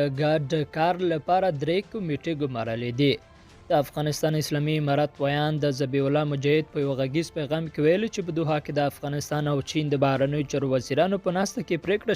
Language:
Pashto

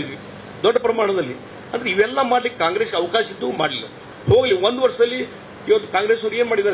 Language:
Kannada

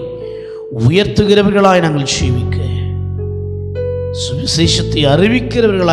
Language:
Tamil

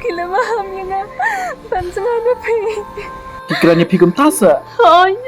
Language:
Khasi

